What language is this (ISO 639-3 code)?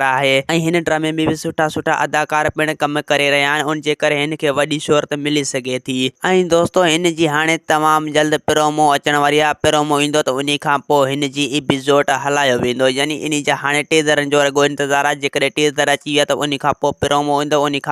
snd